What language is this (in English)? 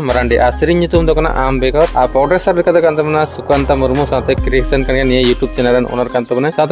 Santali